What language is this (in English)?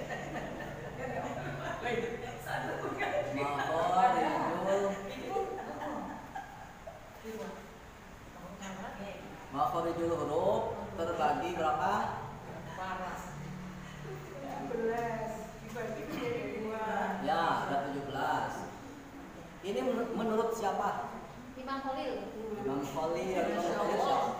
Indonesian